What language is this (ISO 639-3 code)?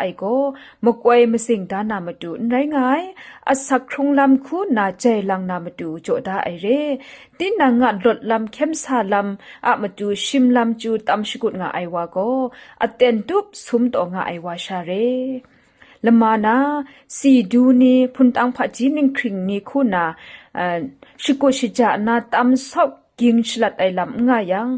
kac